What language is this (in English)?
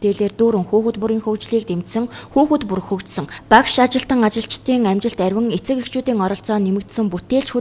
Mongolian